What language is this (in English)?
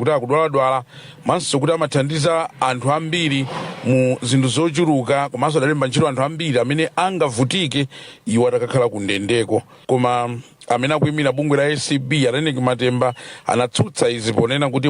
Nyanja